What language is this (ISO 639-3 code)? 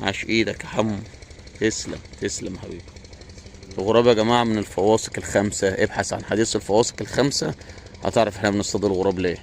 arz